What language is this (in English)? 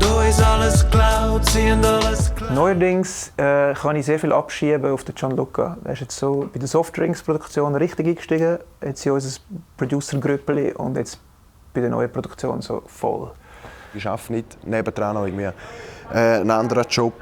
Swiss German